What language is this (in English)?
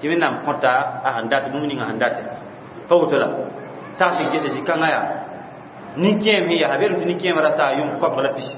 Mossi